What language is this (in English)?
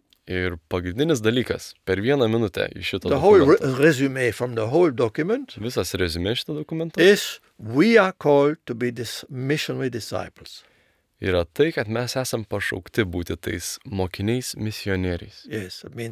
Lithuanian